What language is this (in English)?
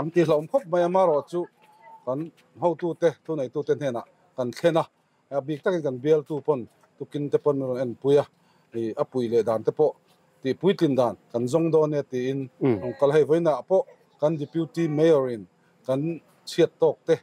Mizo